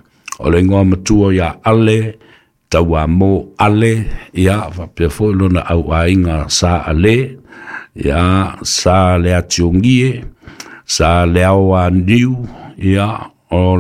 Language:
Samoan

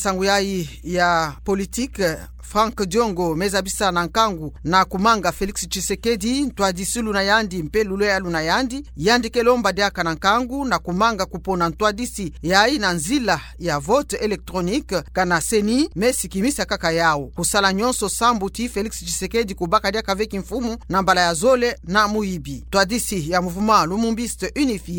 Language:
Kituba (Democratic Republic of Congo)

